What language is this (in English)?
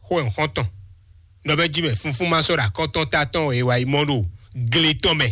Fon